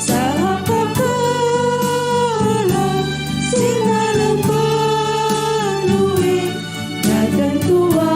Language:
Batak Karo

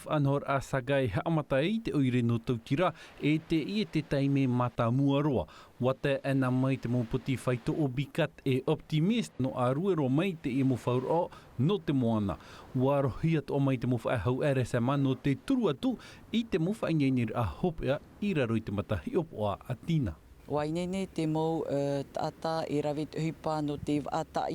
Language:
Tahitian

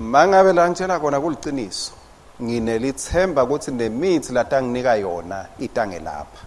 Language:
Swati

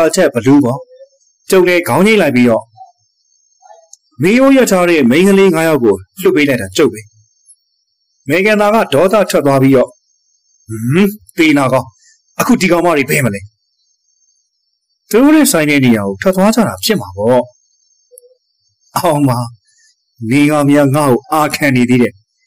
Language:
Burmese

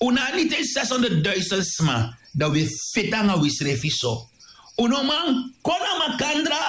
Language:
Sranan Tongo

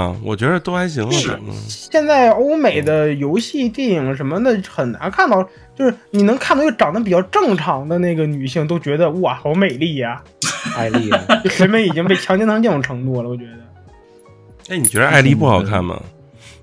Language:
Chinese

